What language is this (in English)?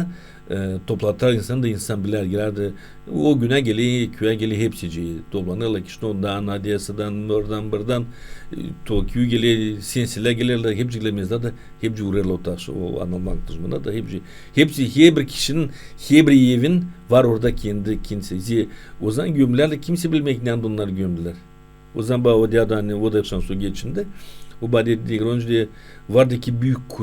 Gagauz